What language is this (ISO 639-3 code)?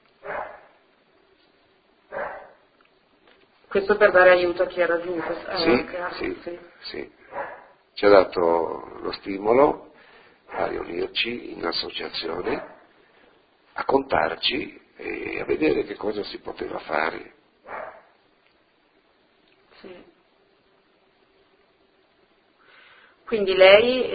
ita